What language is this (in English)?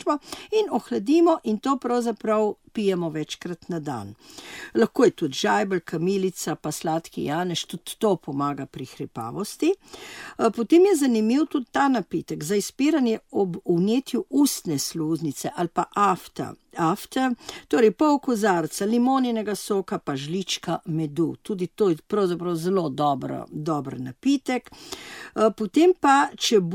Slovenian